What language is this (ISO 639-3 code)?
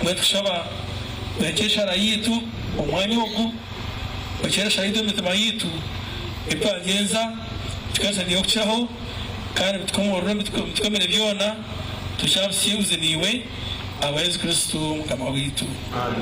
nyn